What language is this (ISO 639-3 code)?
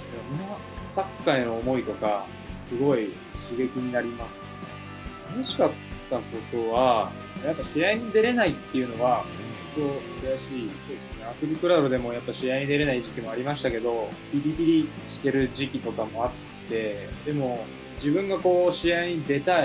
jpn